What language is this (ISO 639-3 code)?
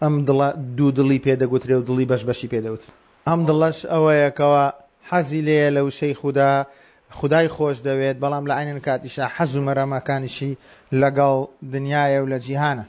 ckb